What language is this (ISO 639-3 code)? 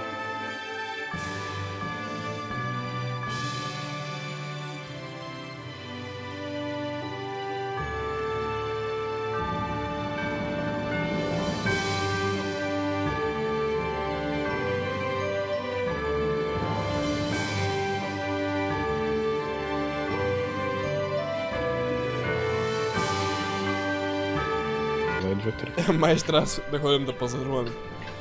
bul